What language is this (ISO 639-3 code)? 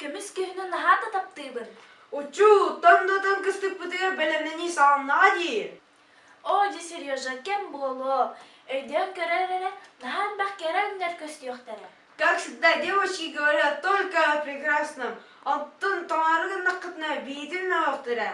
sah